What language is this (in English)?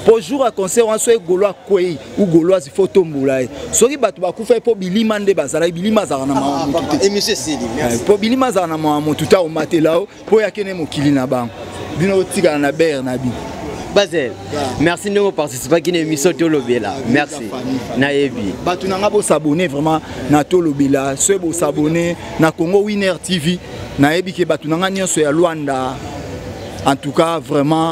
Lingala